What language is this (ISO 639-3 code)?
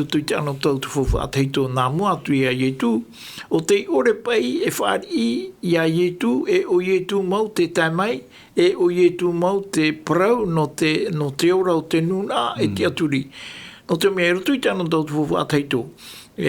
tah